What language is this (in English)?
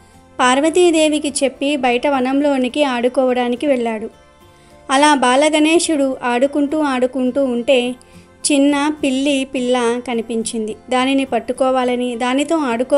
Telugu